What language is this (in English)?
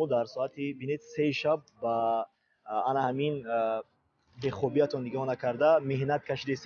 Tajik